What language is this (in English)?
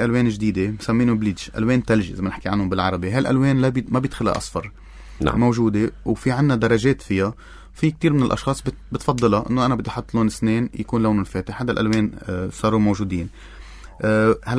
North Levantine Arabic